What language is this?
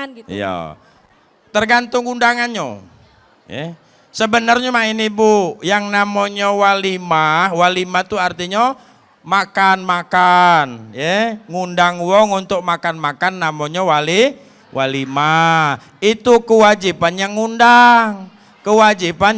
Musi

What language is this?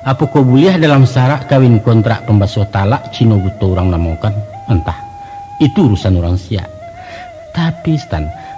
Minangkabau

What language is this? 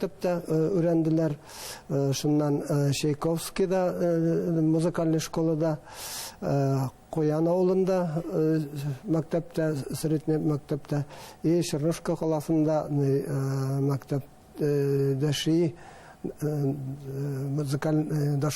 Bashkir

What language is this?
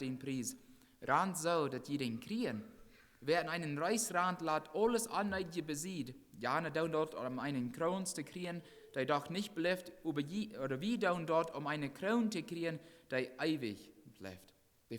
Plautdietsch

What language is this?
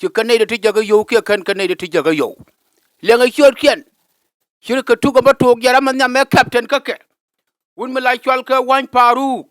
Nuer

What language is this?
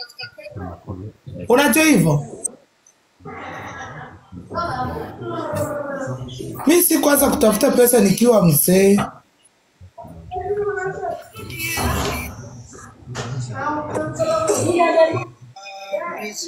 Swahili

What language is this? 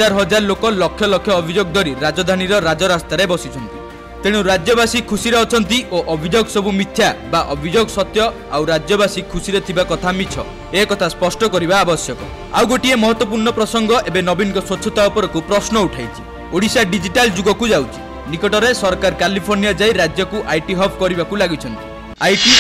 Odia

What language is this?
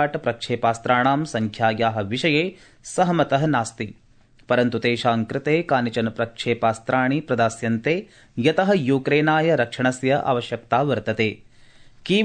Sanskrit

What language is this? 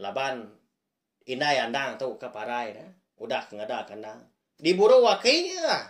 Iban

